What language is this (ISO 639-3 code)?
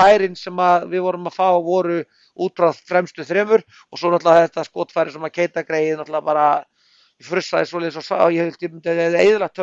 isl